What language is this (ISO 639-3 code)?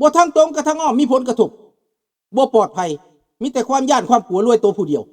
lao